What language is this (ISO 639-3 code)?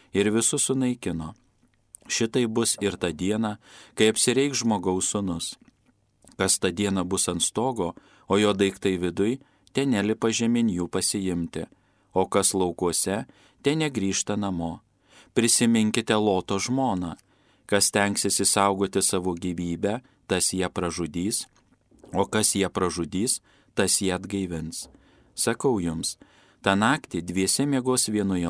lit